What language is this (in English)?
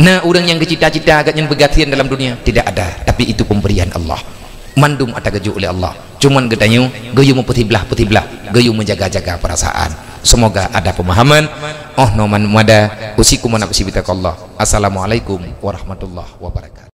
Achinese